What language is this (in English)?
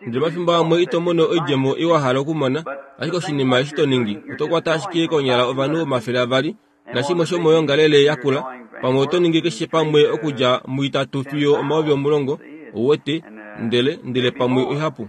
Kuanyama